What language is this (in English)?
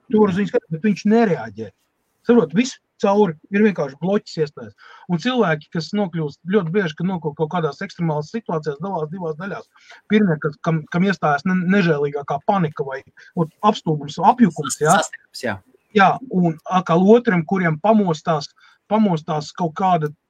Latvian